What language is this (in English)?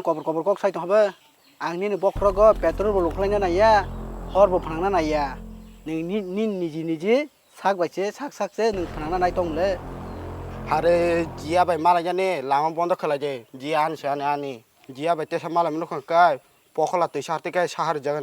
Kok Borok